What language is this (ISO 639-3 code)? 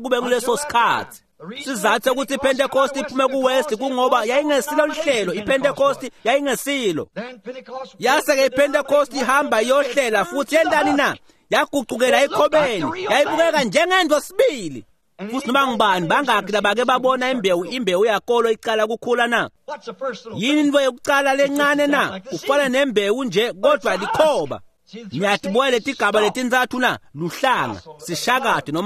ssw